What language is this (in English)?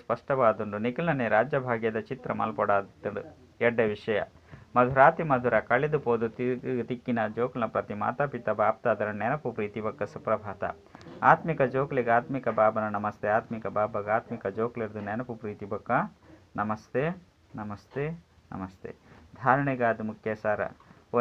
Tulu